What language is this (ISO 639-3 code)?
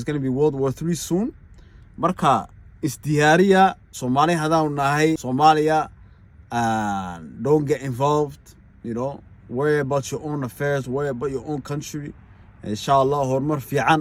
som